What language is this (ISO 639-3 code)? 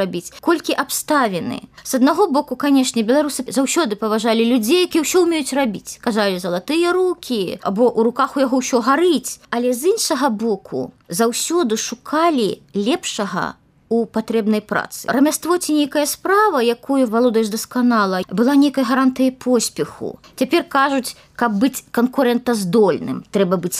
bel